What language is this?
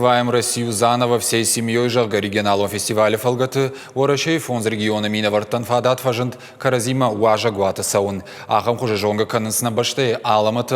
Ossetic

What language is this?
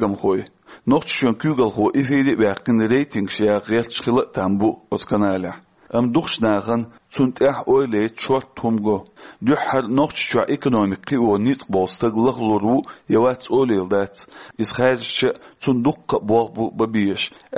Chechen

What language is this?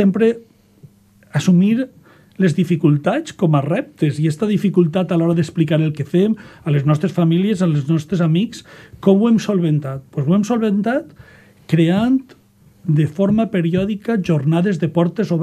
Catalan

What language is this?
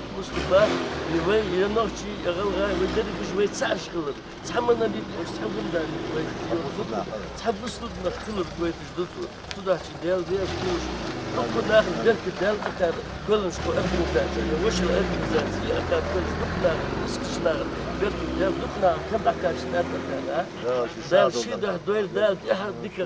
Ingush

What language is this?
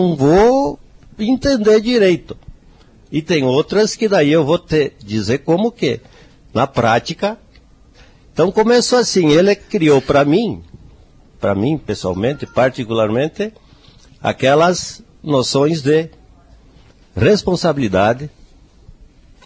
Portuguese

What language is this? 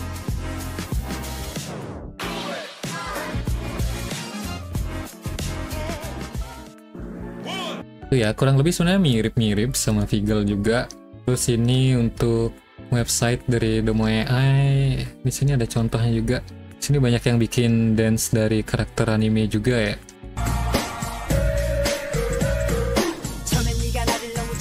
Indonesian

